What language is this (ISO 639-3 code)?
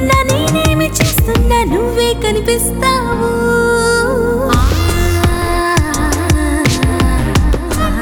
tel